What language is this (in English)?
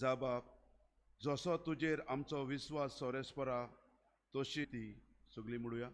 Konkani